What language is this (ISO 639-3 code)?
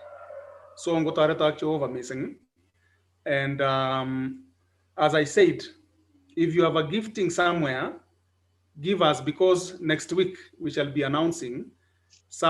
kln